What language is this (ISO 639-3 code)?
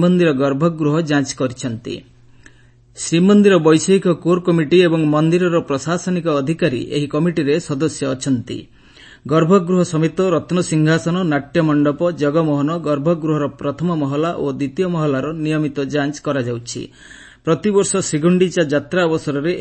ori